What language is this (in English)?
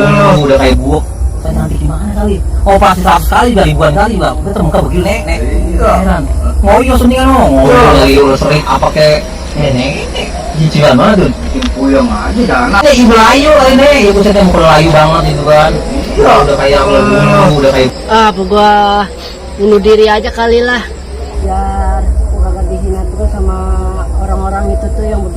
Betawi